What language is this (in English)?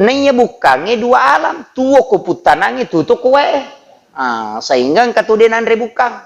Buginese